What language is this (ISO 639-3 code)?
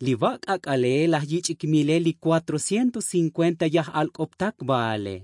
tzo